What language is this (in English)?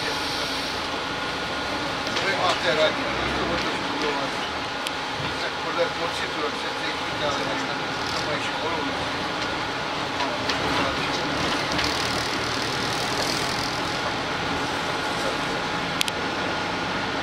Czech